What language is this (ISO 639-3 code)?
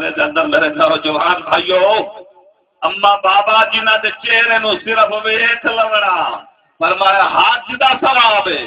skr